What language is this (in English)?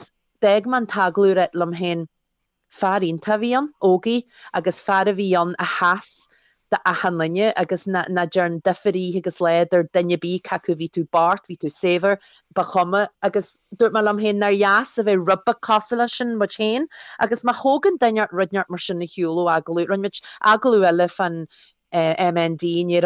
Irish